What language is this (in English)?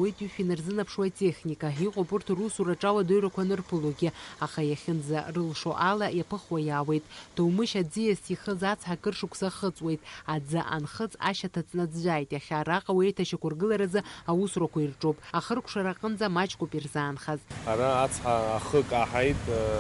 Abkhazian